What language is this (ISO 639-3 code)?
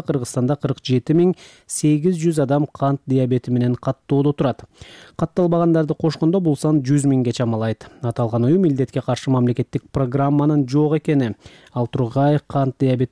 kir